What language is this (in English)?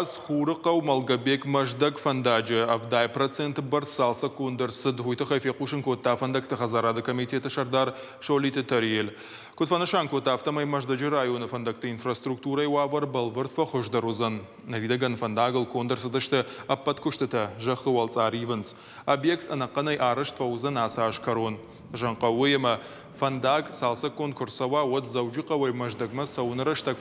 Ossetic